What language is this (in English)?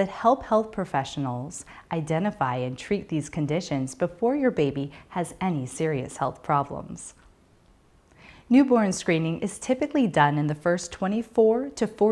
English